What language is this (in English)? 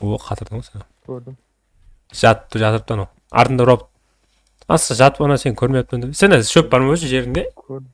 Kara-Kalpak